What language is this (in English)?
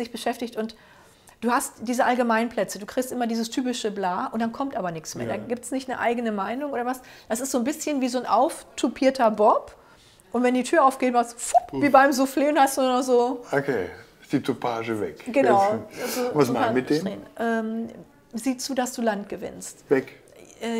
German